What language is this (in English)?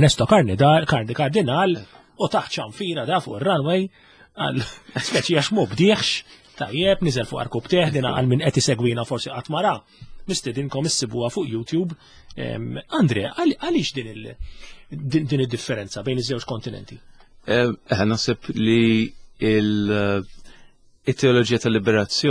Maltese